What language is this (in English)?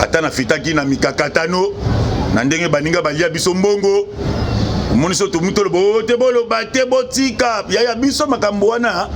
Lingala